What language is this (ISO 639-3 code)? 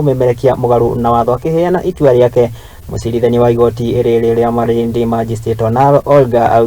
kik